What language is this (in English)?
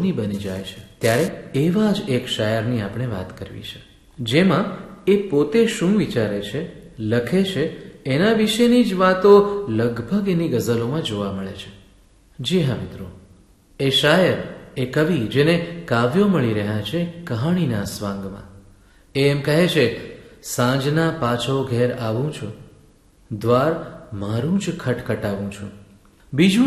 Gujarati